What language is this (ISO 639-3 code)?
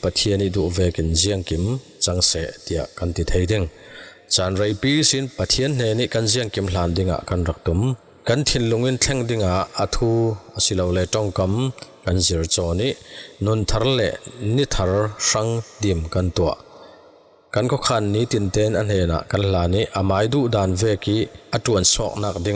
cfm